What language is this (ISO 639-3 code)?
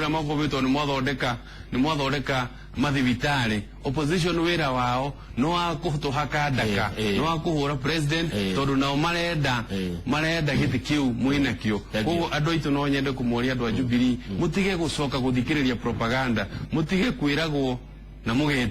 kik